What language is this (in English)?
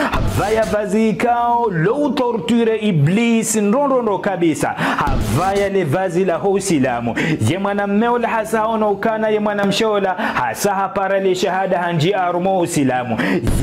Ngazidja Comorian